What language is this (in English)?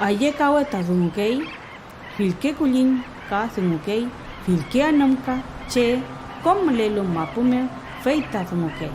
Mapuche